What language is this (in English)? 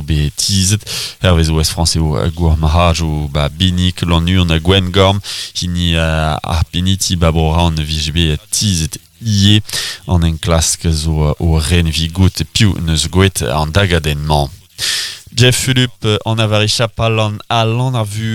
Breton